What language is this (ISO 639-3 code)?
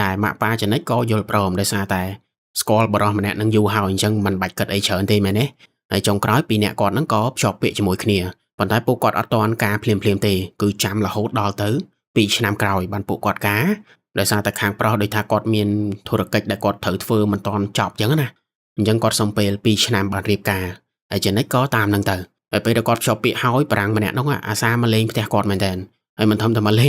khm